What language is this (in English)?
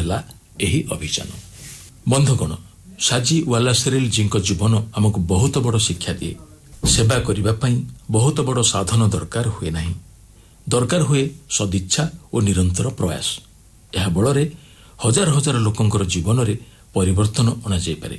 Odia